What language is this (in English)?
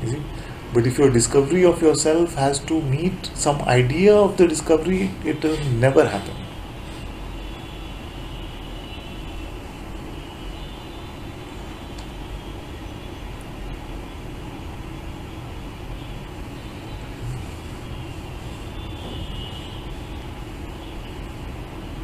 English